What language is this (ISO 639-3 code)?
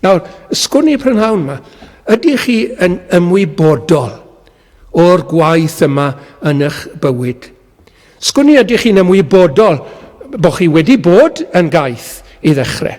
cym